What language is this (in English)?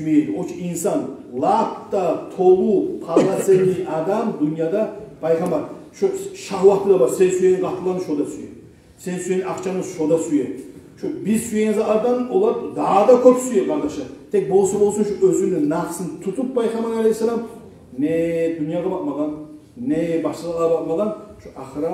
Kumyk